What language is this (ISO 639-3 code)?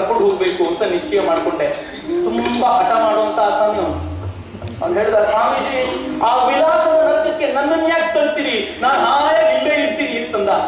kan